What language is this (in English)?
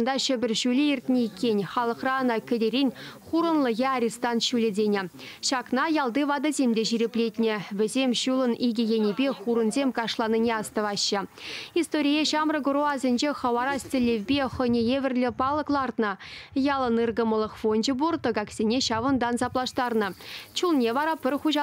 Chuvash